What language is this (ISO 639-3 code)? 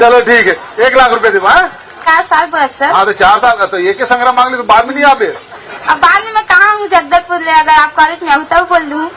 hne